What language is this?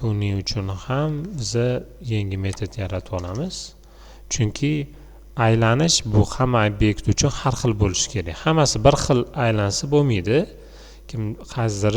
Uzbek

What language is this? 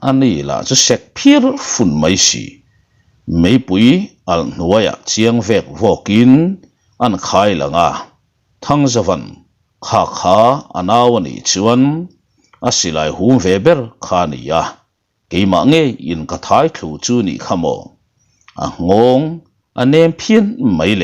Mizo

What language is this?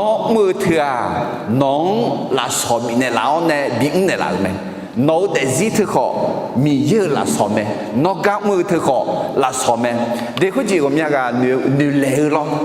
Akha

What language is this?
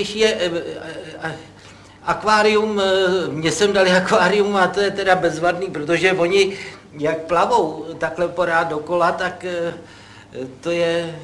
Czech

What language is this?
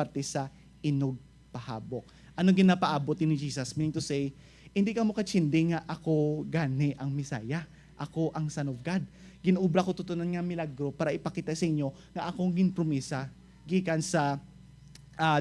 Hiligaynon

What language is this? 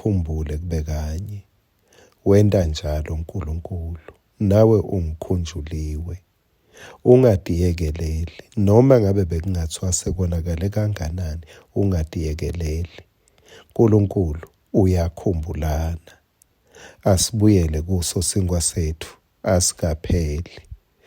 Swati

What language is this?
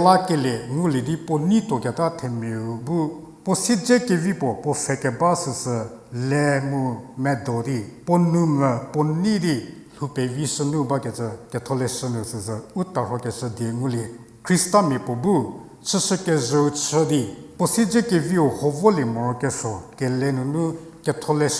Angami Naga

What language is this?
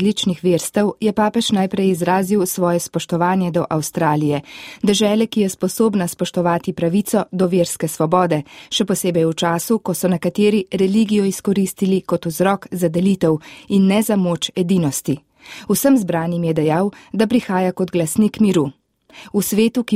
Slovenian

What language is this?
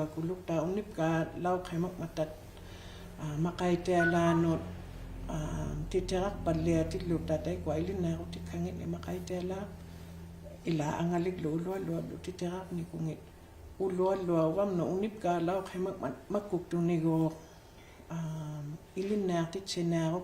Inuktitut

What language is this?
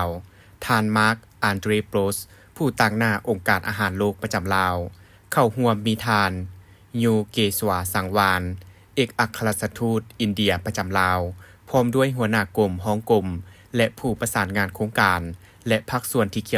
Lao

